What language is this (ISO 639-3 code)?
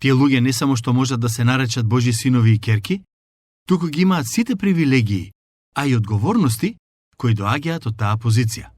mkd